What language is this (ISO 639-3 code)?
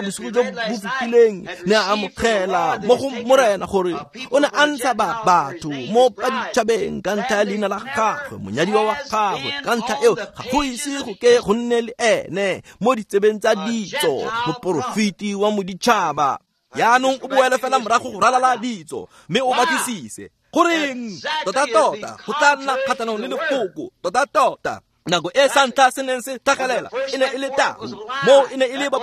tsn